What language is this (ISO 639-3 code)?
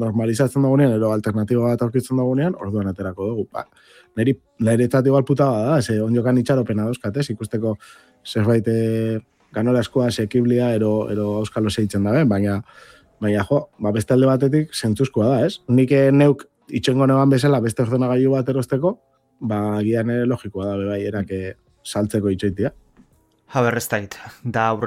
eus